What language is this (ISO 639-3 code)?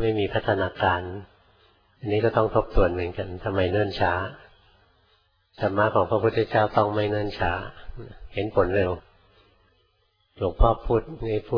tha